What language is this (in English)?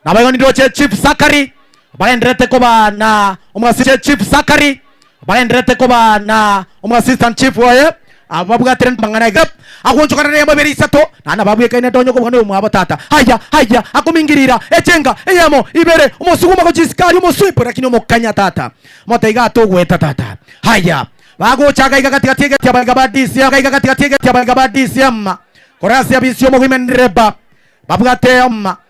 Gusii